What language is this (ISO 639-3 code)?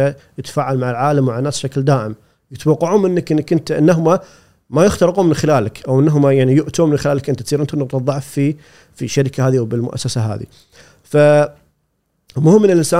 afb